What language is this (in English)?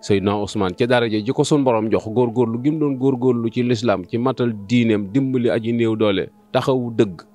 Wolof